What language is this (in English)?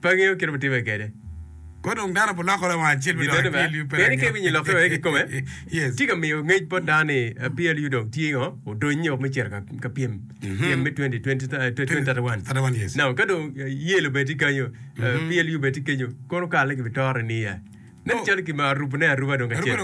Acoli